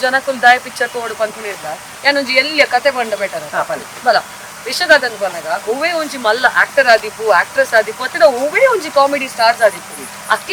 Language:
Tulu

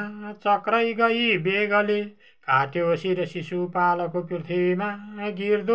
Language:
Nepali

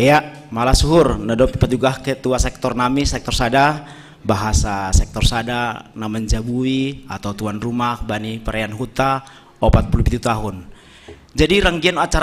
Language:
Batak Simalungun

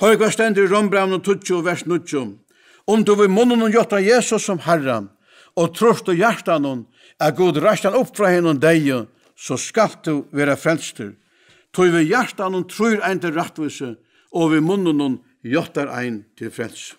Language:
Faroese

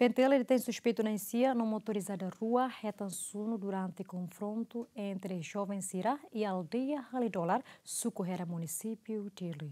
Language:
Tetum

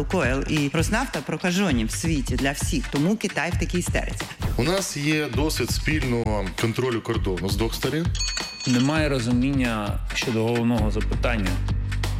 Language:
Ukrainian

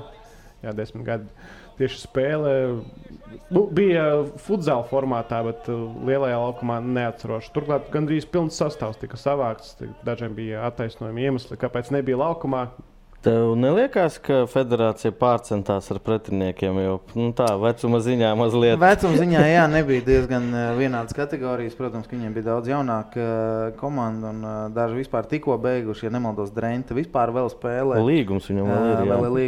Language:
Latvian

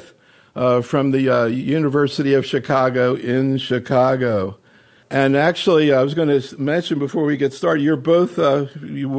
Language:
English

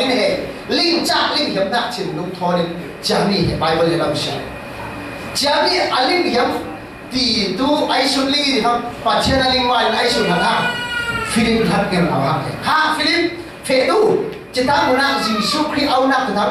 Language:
Falam Chin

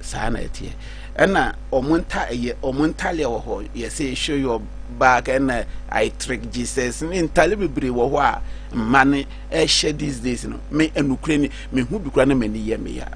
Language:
Akan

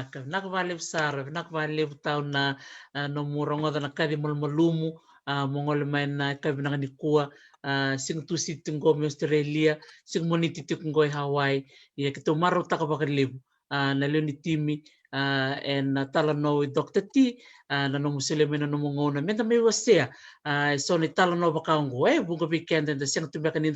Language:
Fijian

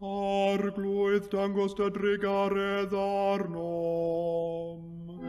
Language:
Welsh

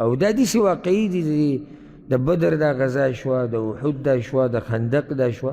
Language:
Pashto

